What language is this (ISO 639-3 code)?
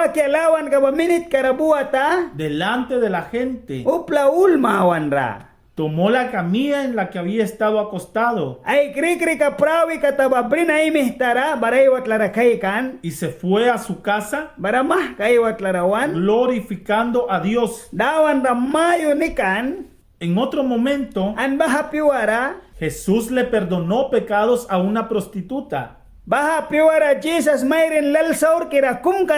miq